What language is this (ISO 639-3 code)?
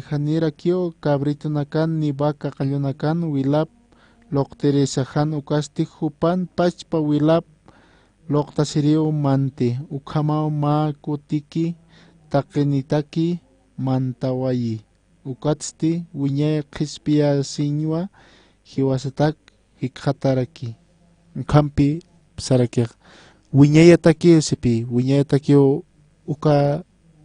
aym